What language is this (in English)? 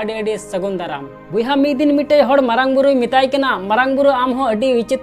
Santali